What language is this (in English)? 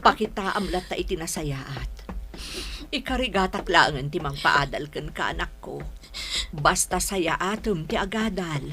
Iloko